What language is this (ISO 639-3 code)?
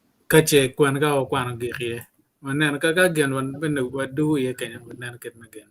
ach